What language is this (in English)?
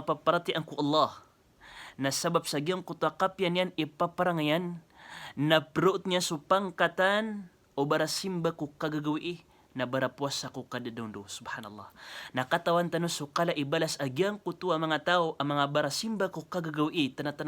Maranao